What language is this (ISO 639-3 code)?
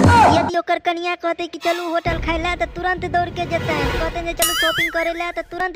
mai